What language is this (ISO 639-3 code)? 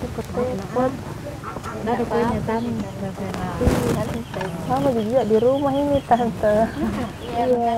mfp